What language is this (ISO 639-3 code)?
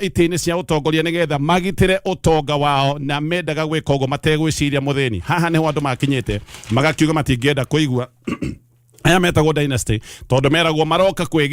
kik